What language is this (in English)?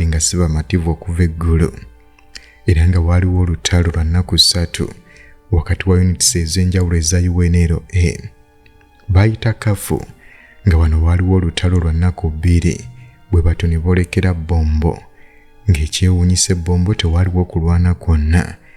Ganda